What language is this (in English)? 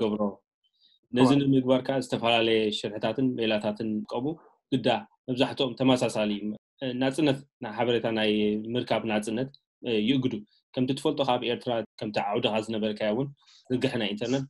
Tigrinya